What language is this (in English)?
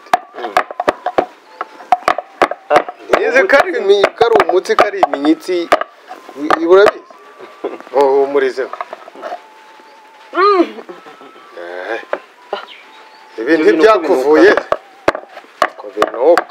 Kinyarwanda